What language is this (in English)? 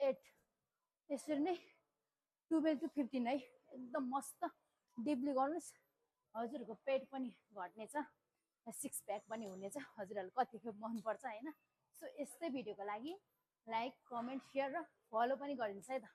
Nepali